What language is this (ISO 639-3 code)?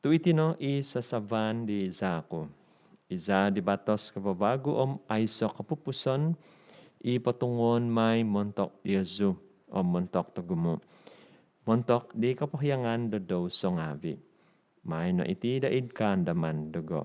dtp